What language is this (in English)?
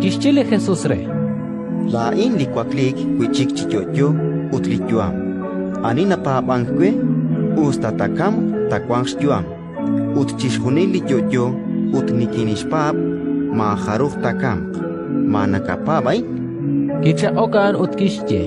Kekchí